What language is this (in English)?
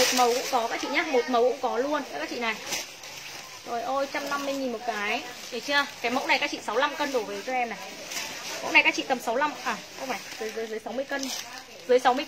Vietnamese